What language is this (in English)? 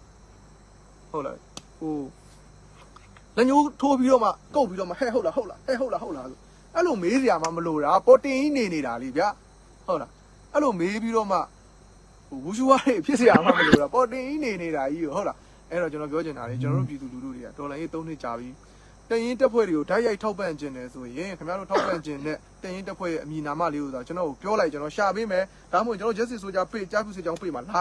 Burmese